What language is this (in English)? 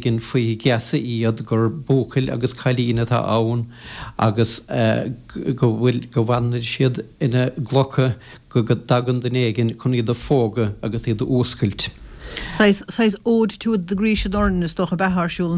Irish